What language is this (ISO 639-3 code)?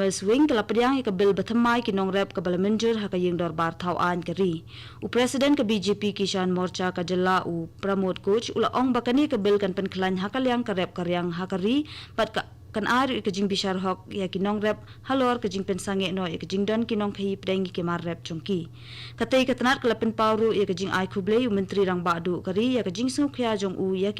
kha